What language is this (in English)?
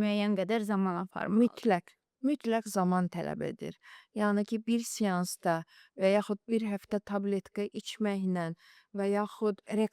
Azerbaijani